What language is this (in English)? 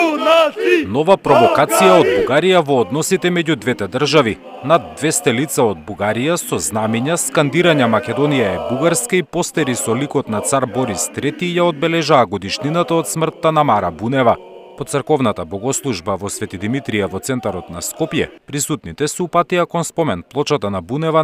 Macedonian